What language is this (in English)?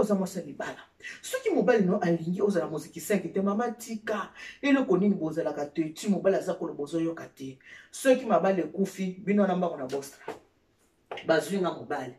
Lingala